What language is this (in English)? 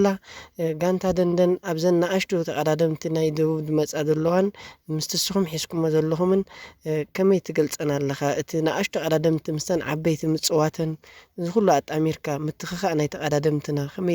Tigrinya